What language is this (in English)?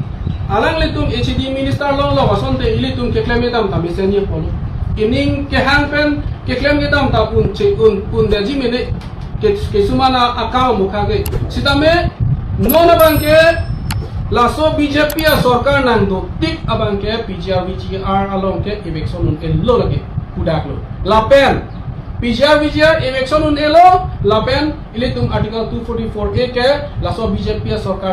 Karbi